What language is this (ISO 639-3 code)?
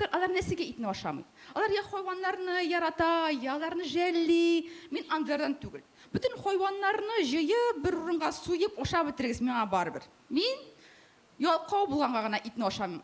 tat